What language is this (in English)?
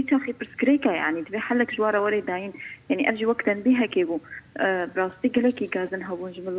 Kurdish